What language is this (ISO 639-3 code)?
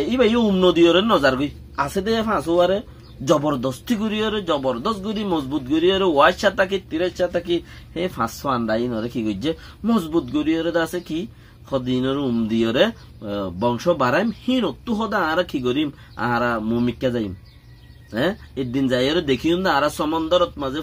rhg